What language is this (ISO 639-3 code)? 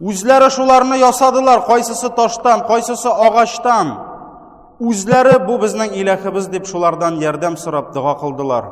tat